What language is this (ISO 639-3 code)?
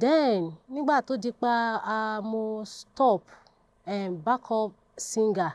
yor